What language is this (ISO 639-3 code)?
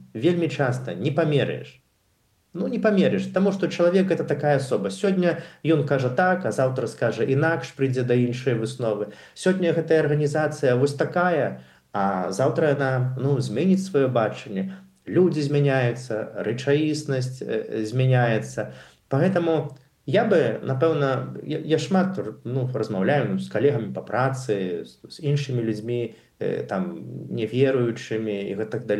bel